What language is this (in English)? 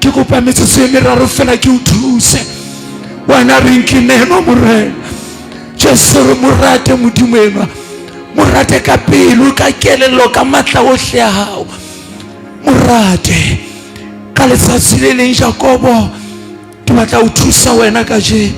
Southern Sotho